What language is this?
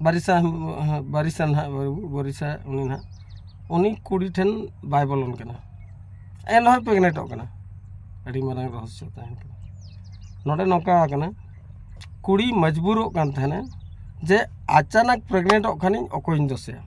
Santali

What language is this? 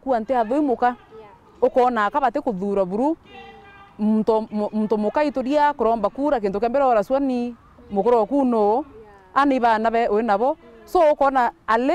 Meru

